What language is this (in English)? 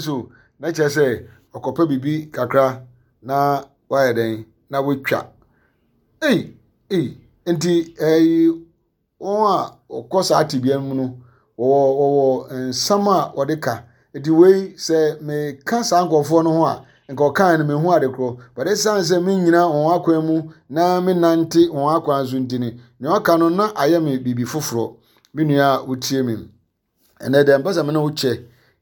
Akan